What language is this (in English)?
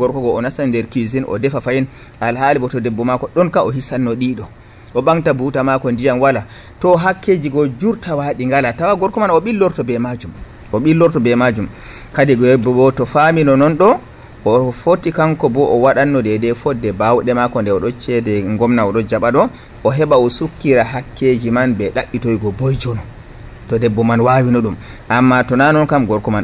Nigerian Fulfulde